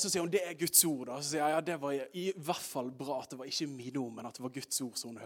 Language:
Norwegian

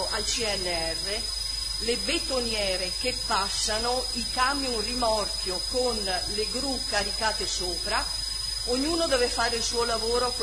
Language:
Italian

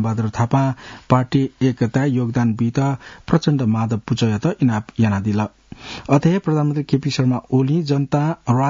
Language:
Newari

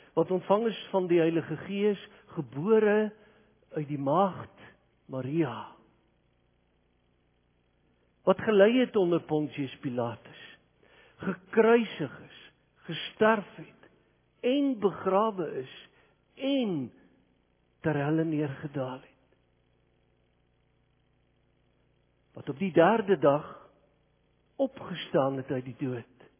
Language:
Afrikaans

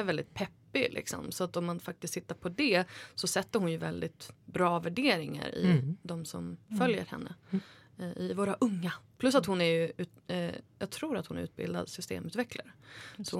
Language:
Swedish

